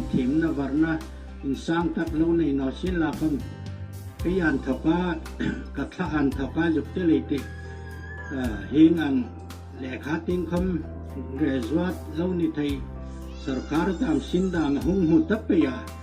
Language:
Hmar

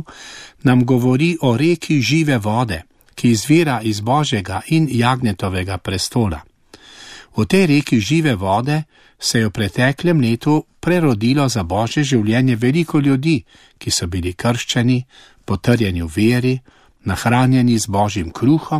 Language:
Slovenian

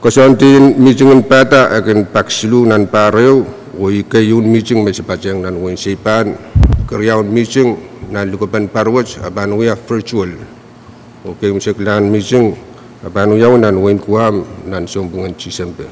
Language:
Pohnpeian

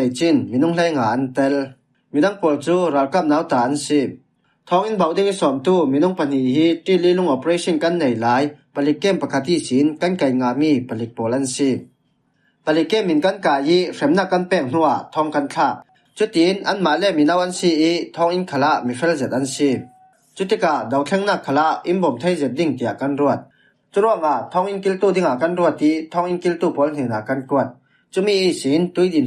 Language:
Falam Chin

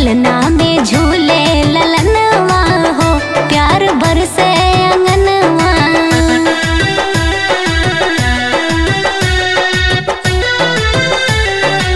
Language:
Bhojpuri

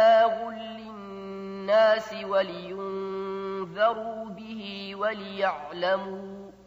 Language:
Arabic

